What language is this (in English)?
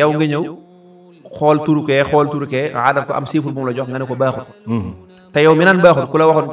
Wolof